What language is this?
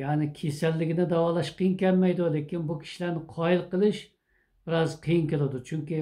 Uyghur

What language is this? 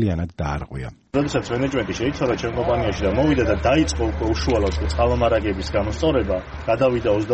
Georgian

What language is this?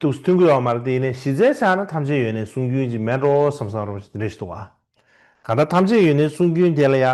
Tibetan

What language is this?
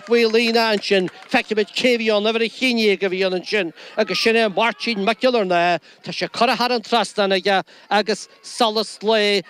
Irish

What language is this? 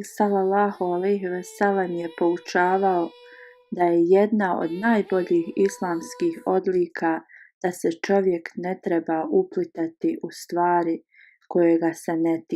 Bosnian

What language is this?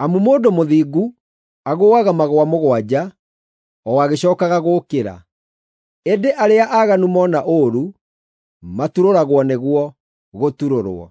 Kikuyu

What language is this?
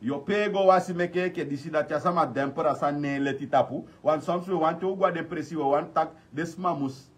Sranan Tongo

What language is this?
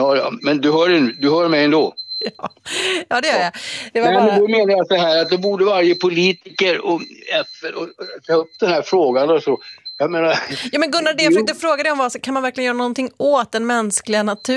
Swedish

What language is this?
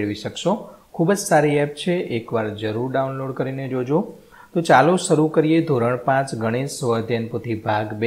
Gujarati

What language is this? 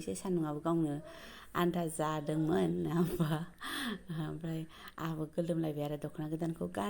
Bodo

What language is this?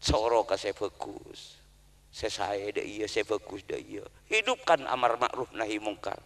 Madurese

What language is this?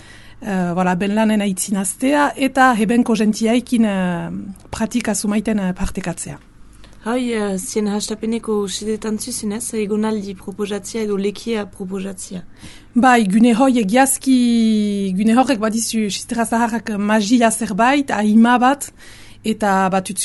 Basque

